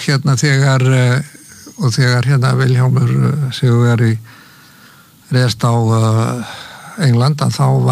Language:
Icelandic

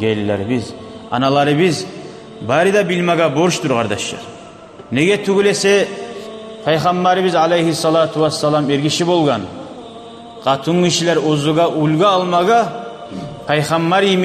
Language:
Kumyk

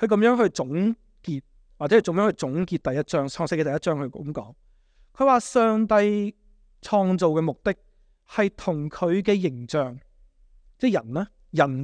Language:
Cantonese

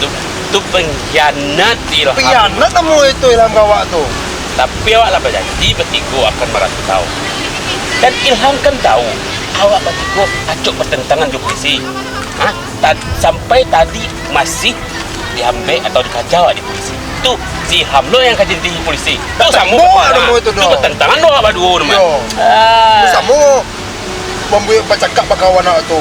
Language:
Minangkabau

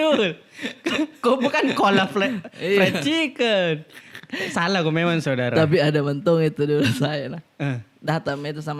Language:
Makassar Malay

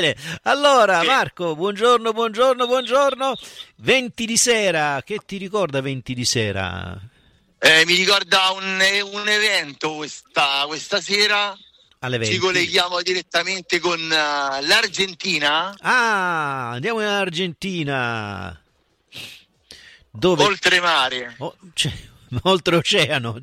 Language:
Italian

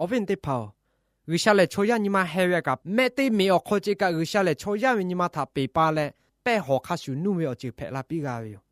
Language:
Lahu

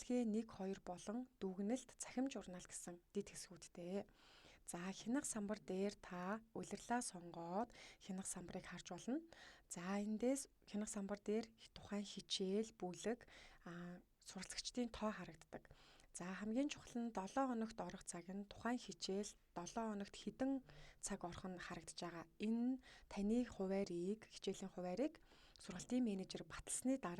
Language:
Mongolian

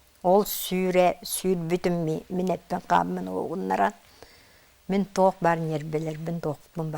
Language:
Yakut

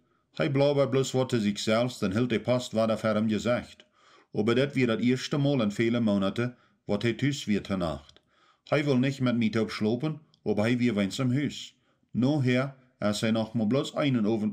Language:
Plautdietsch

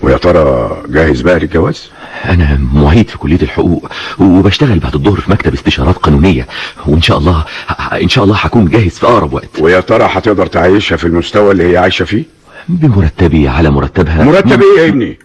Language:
Egyptian Arabic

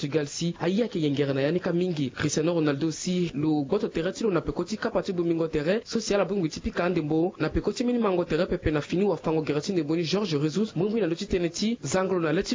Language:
Sango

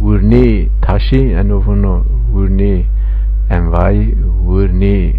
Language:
Zaza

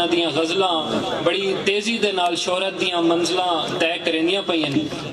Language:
Saraiki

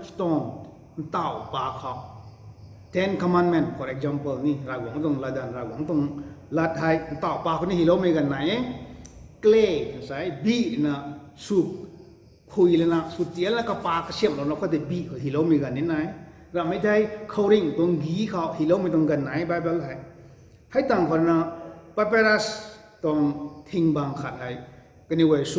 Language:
Rongmei Naga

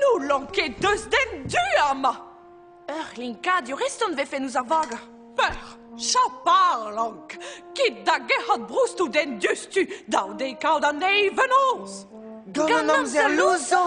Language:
Breton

